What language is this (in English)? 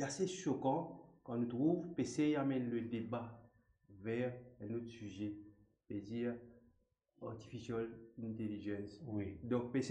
Morisyen